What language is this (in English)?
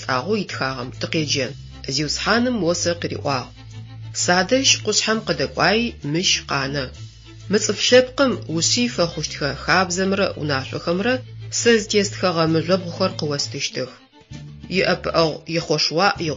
Adyghe